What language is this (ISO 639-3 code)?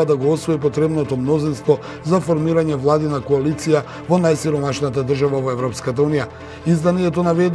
mkd